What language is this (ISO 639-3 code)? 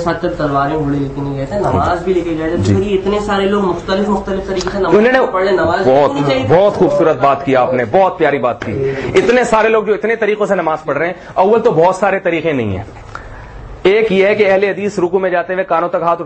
urd